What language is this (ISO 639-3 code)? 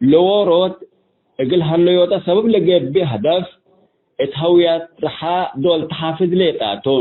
tig